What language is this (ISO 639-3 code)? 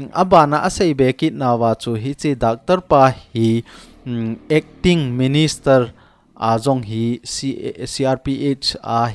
tcz